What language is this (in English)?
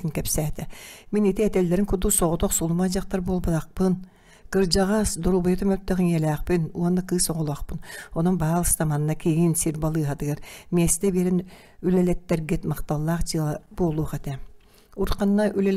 Yakut